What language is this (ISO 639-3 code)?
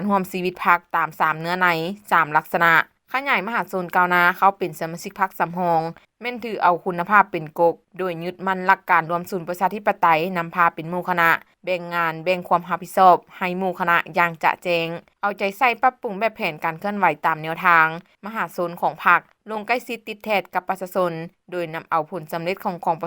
lao